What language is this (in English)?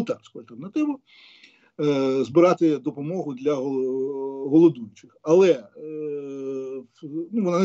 Ukrainian